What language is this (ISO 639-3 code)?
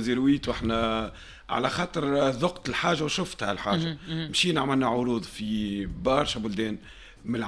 aeb